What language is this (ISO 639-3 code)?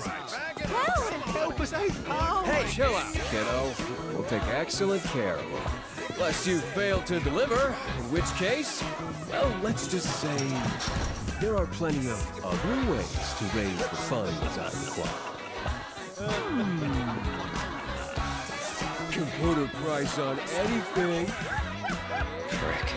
eng